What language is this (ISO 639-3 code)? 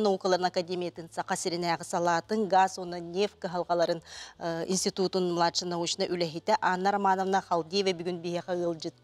sah